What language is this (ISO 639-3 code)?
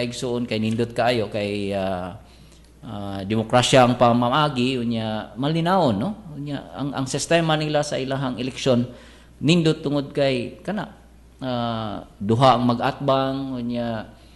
ceb